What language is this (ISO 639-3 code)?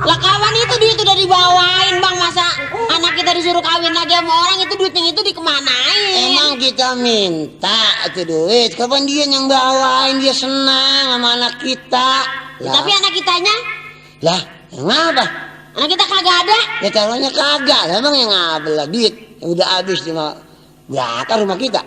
bew